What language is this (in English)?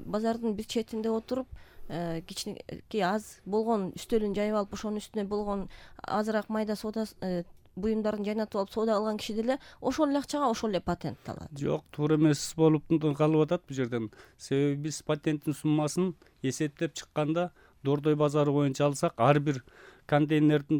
Kyrgyz